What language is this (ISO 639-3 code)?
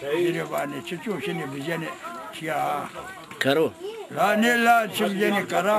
zza